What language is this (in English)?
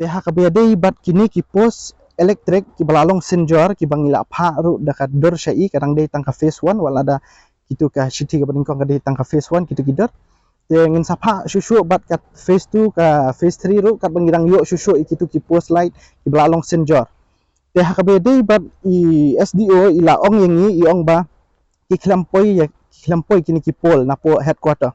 Khasi